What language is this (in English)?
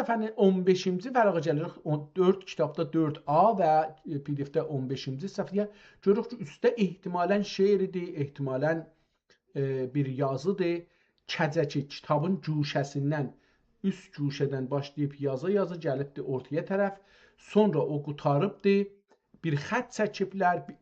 South Azerbaijani